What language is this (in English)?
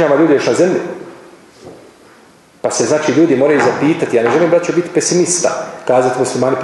Bosnian